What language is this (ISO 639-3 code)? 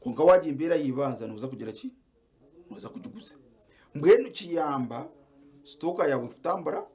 nyn